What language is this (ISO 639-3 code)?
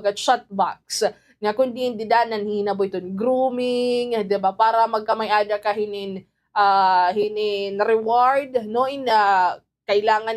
war